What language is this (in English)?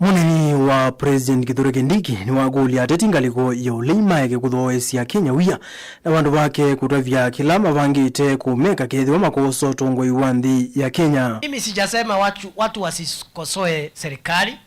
Kamba